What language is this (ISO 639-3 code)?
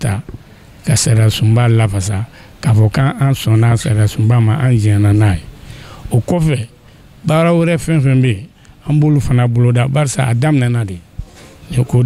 bam